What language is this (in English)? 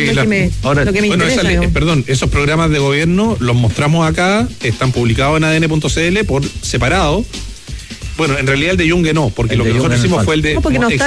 Spanish